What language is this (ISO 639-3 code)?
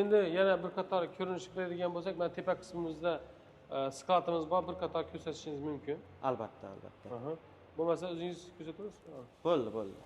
uzb